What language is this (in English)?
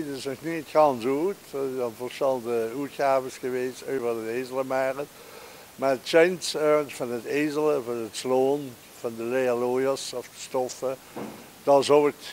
Limburgish